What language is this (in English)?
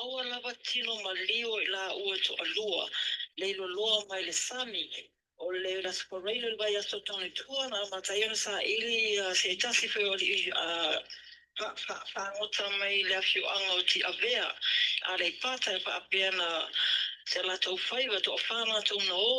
Samoan